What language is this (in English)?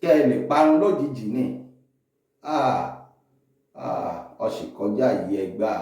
Yoruba